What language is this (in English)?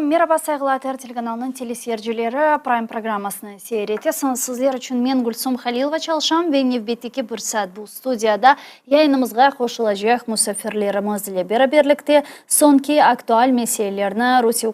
Crimean Tatar